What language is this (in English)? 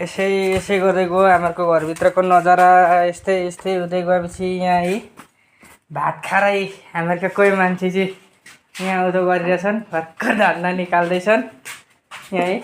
Nepali